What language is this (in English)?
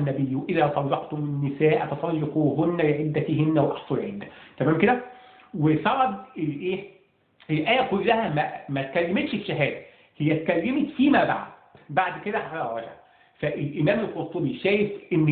Egyptian Arabic